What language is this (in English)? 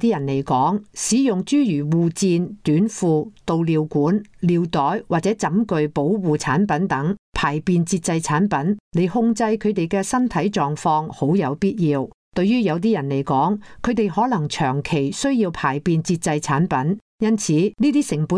Cantonese